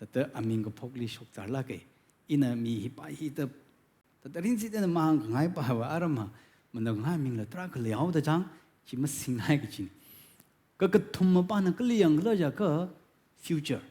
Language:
Tangkhul Naga (India)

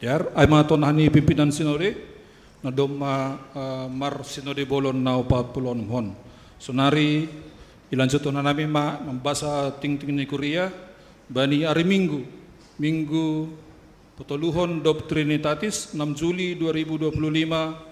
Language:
Batak Simalungun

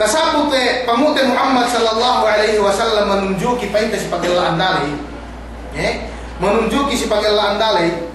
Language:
Yakan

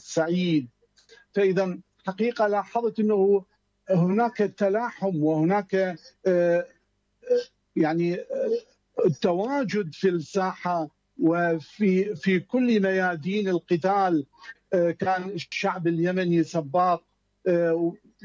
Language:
Arabic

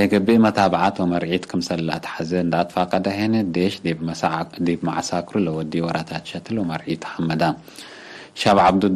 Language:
Tigre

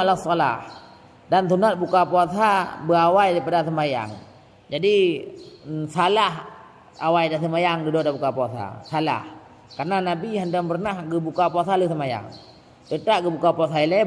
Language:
Achinese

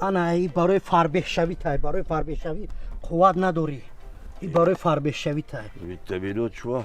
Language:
Tajik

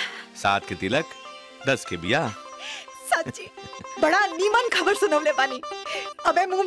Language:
Bhojpuri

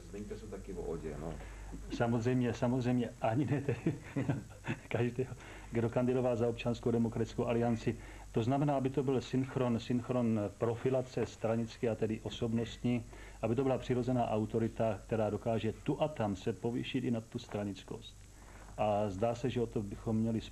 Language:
Czech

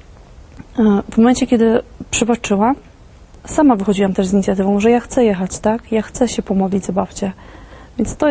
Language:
Polish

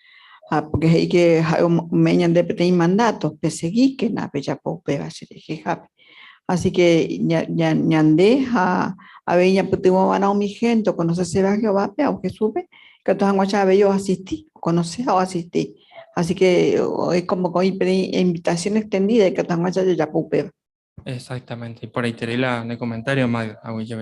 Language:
Guarani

